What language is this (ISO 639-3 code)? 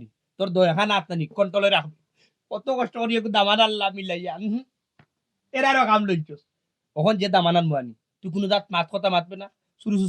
syl